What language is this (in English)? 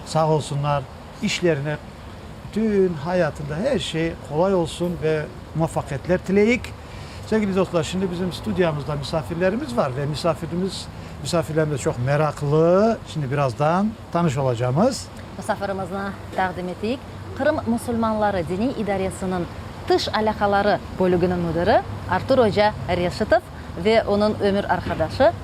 Crimean Tatar